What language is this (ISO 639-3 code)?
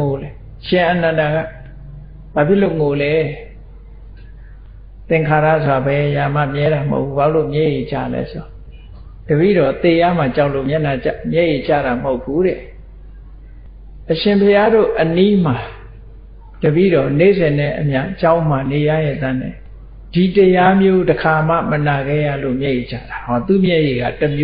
mya